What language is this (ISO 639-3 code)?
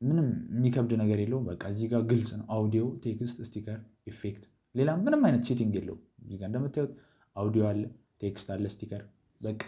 amh